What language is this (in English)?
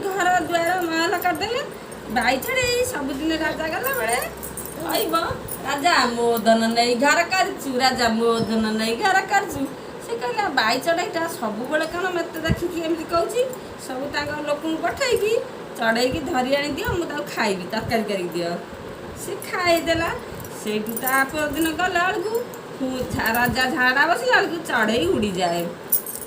Odia